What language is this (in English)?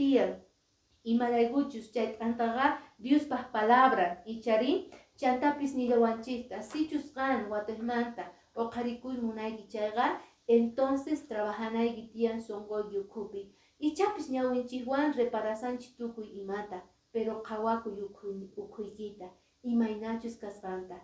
Quechua